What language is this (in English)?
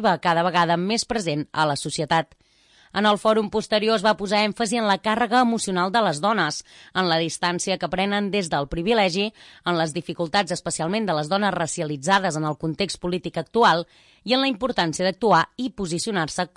Catalan